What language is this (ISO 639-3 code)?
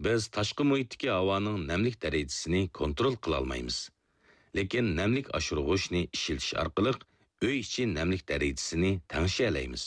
uig